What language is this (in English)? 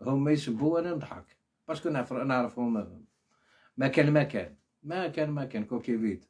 Algerian Arabic